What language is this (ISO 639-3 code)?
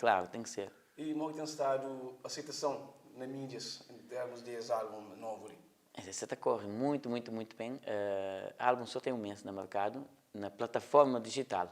kea